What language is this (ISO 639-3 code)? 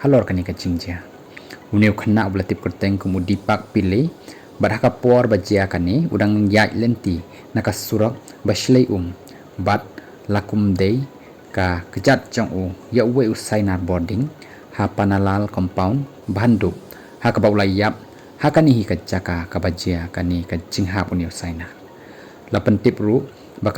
kha